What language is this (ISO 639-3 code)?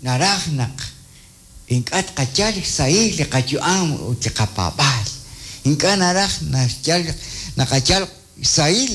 kek